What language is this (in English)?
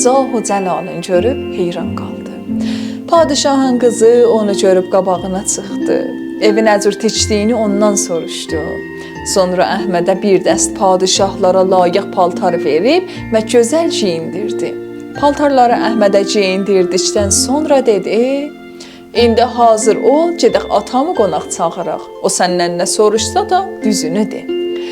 South Azerbaijani